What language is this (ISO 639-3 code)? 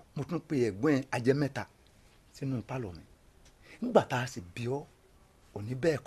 yor